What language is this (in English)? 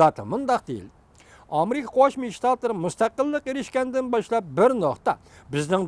Uyghur